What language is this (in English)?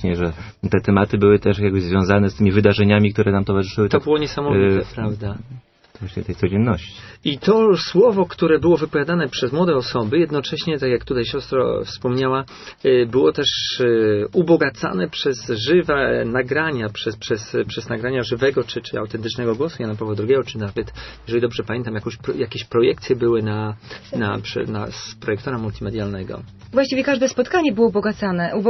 Polish